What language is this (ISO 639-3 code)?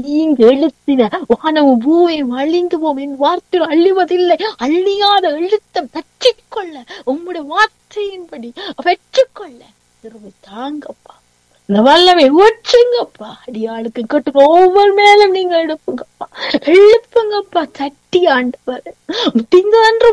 tam